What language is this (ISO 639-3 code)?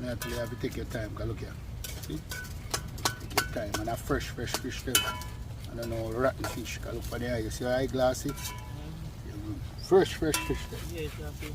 jam